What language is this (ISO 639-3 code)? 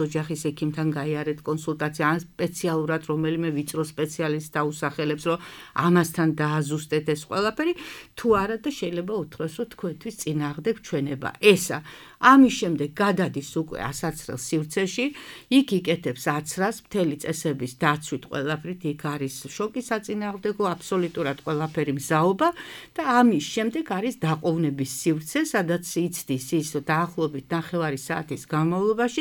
kat